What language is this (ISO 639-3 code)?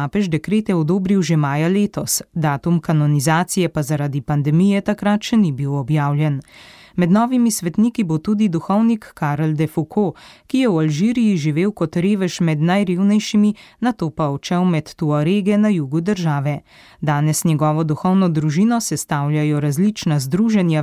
slv